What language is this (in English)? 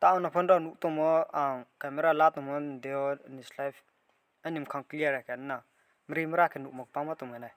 Riang (India)